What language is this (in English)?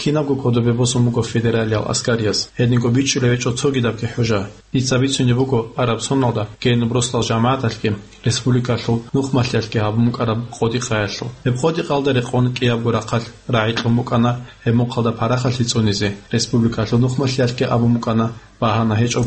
Avaric